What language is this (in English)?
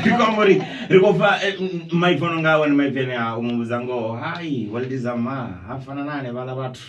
Venda